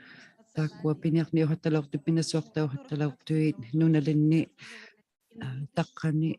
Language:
Inuktitut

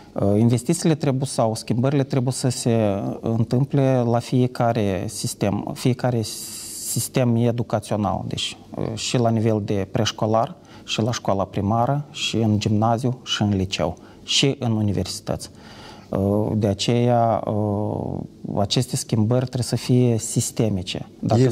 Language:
Romanian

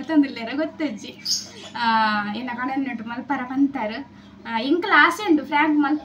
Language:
Tulu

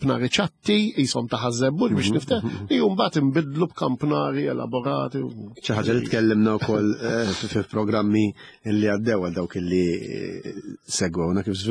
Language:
Maltese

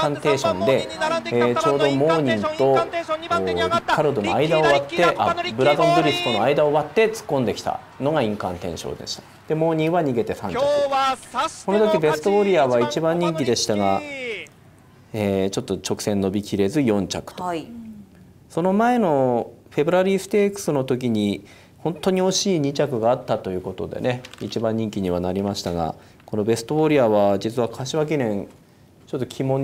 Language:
Japanese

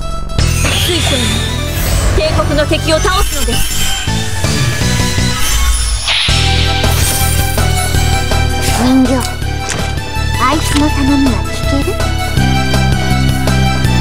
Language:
Japanese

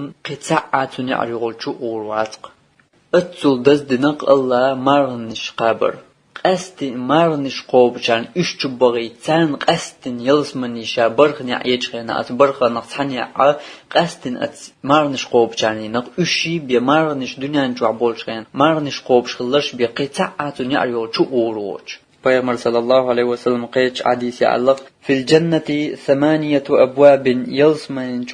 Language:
Chechen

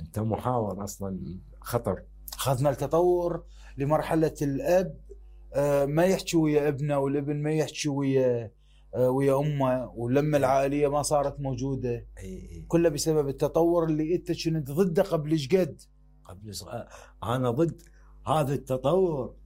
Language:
Mesopotamian Arabic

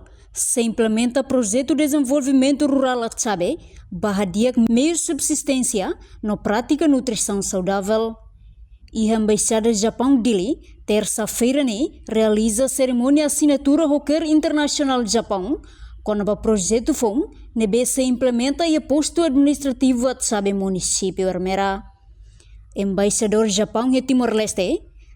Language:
Tetum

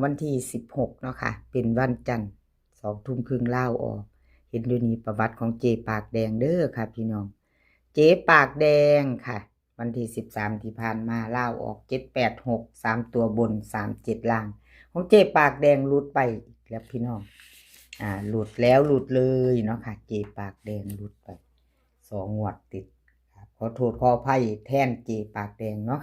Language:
Northeastern Thai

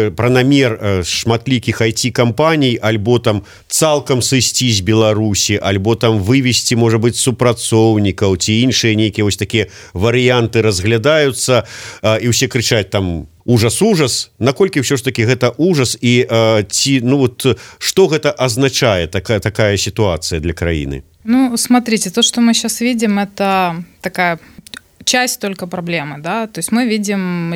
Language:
Belarusian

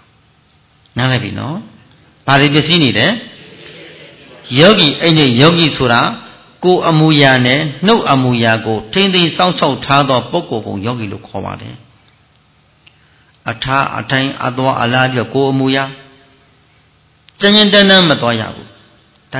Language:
Burmese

